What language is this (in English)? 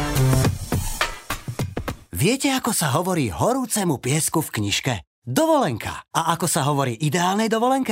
Slovak